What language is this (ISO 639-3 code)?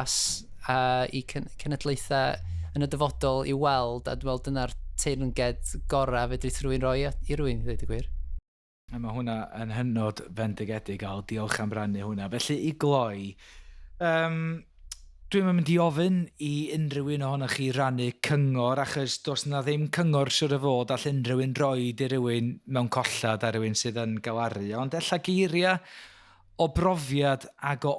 cym